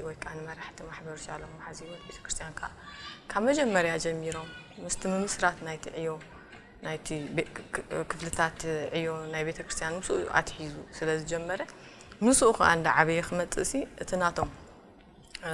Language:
Tigrinya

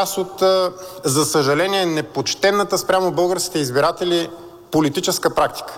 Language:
Bulgarian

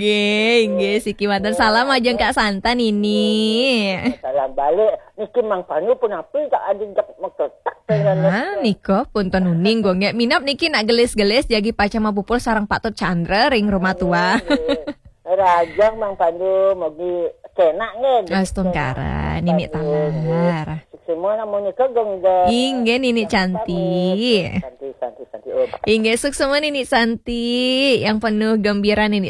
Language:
Balinese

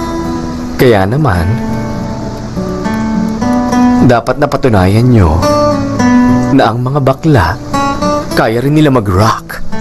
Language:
Filipino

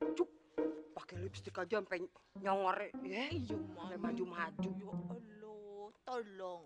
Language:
Betawi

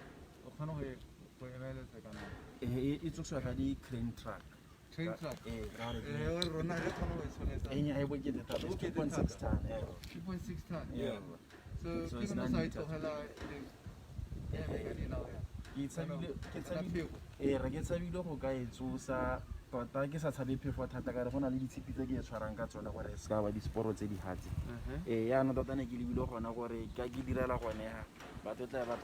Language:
Tswana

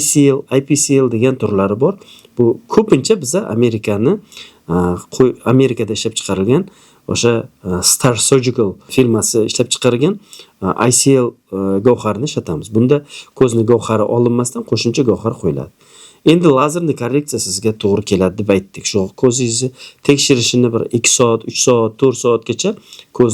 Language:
Uzbek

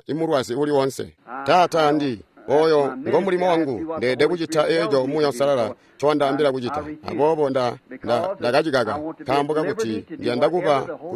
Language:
Tonga (Zambia)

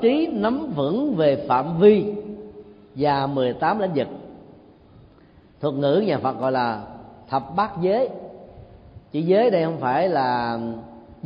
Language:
Vietnamese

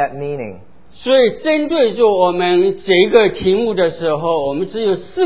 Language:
Chinese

